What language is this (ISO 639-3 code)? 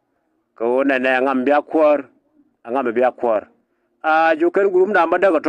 nus